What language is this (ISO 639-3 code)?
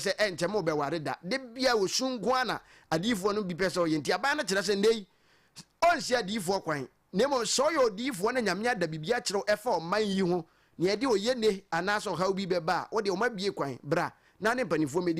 aka